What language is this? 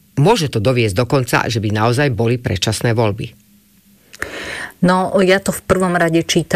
Slovak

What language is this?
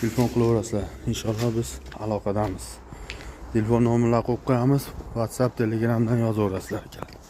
Uzbek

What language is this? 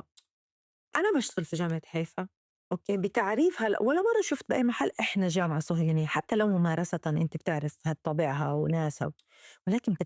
North Levantine Arabic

